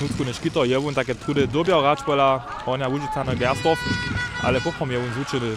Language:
Upper Sorbian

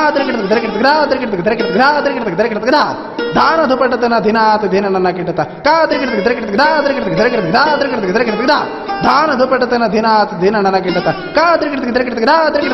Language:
Kannada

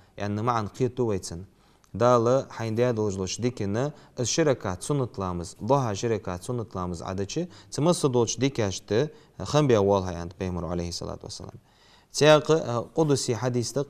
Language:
Ingush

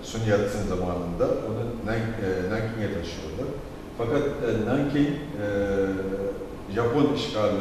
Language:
Turkish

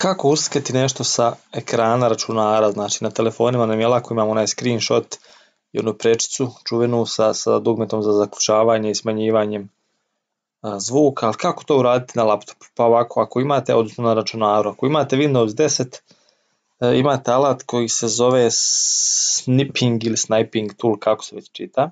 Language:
Croatian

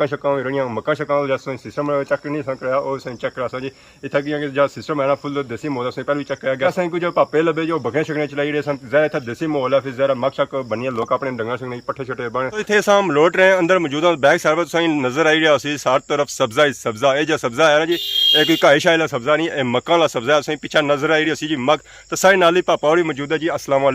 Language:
Pahari-Potwari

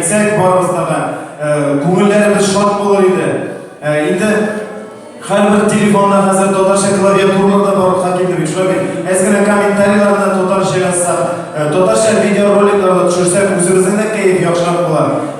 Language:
Tatar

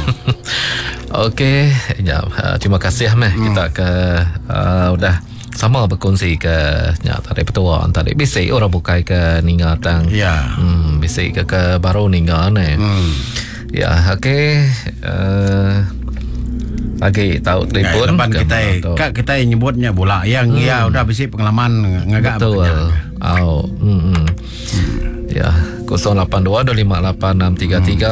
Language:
Iban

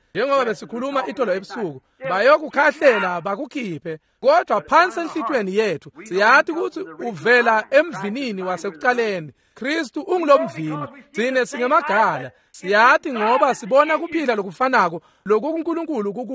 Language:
Swati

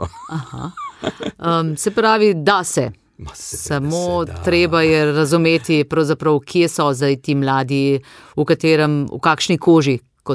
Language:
Slovenian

